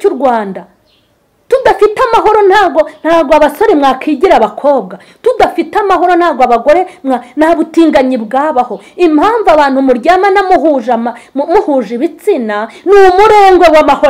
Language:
Kinyarwanda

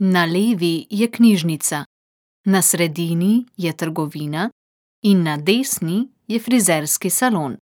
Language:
Slovenian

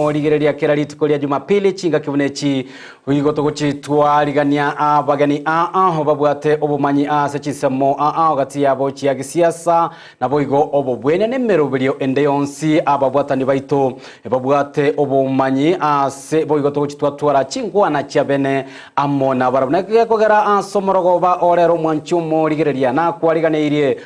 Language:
Gusii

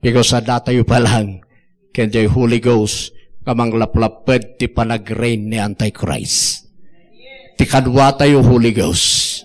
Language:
Iloko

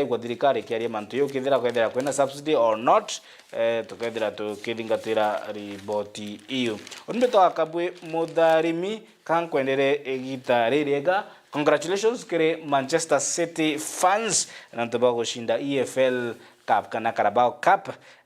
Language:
Meru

